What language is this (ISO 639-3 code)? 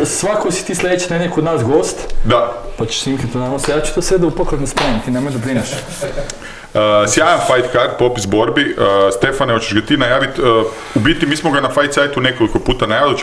hrv